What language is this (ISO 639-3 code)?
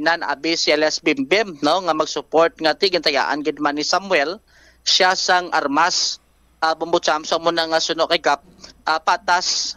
hil